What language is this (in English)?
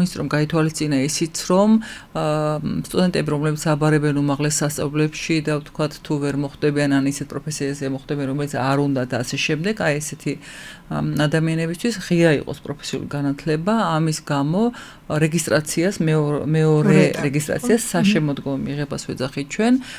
Georgian